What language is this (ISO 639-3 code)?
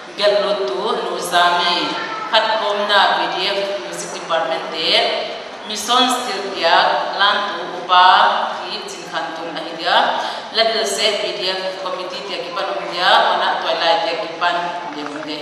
pck